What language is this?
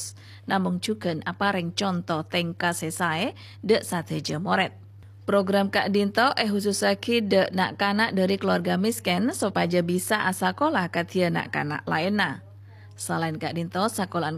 Madurese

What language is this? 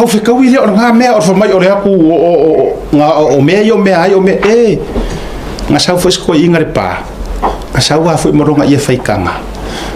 Samoan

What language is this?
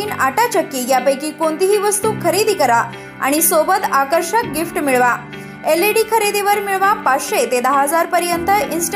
Marathi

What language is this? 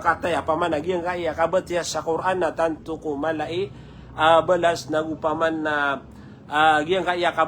Maranao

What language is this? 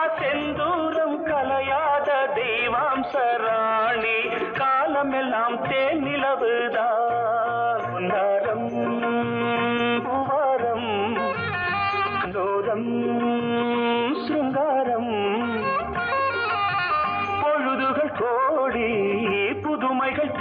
Tamil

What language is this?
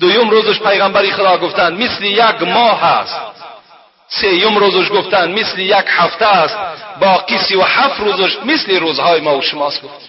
Tajik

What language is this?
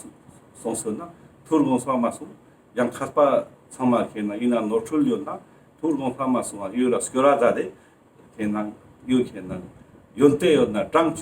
Ladakhi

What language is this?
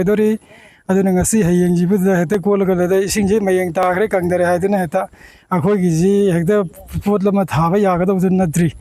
Manipuri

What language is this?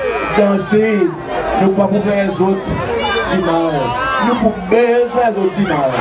Seselwa Creole French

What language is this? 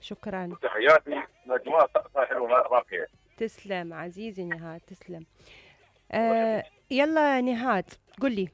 Mesopotamian Arabic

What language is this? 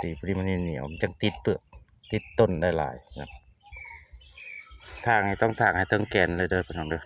Lao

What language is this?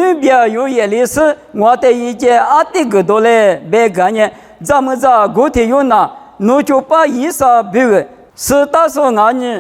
Lisu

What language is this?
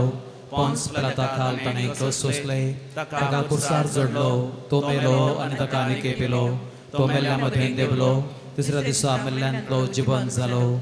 Konkani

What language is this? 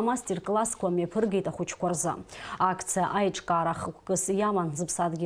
Abkhazian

